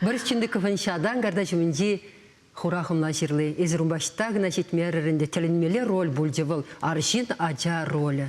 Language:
Chuvash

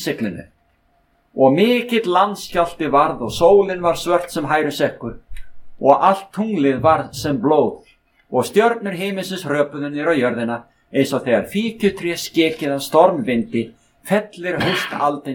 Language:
Icelandic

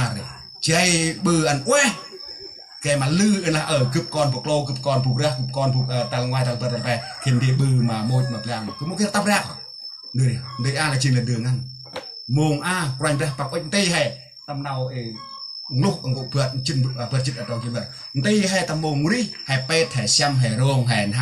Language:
Central Mnong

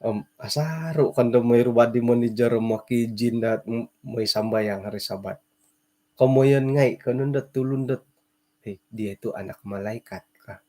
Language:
Central Dusun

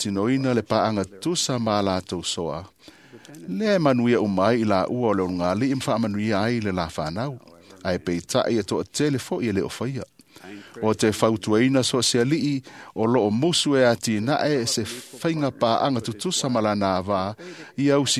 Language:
Samoan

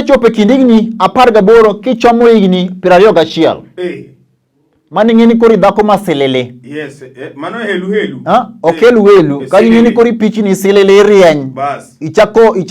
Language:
Luo (Kenya and Tanzania)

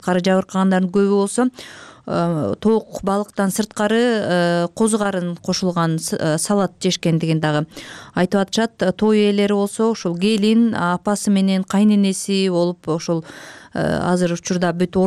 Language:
Kyrgyz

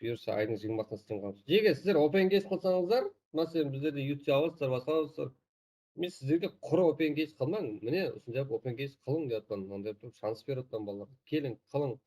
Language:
Kara-Kalpak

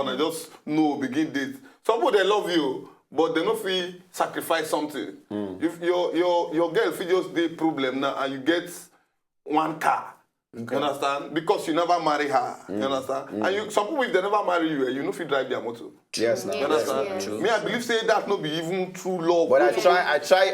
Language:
Nigerian Pidgin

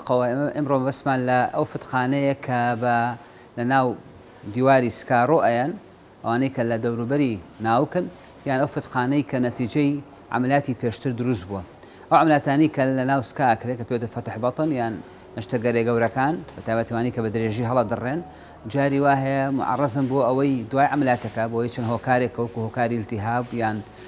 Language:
Central Kurdish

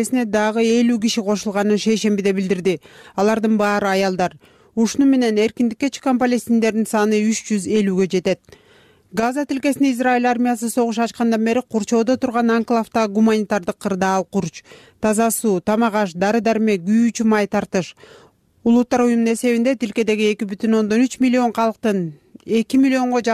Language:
Kyrgyz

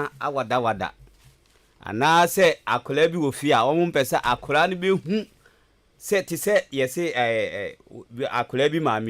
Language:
Akan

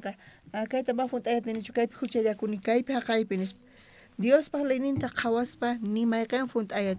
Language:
South Bolivian Quechua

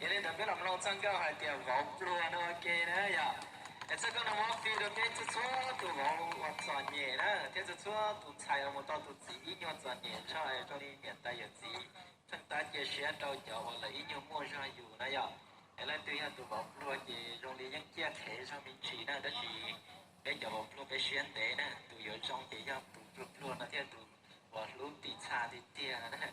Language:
Hmong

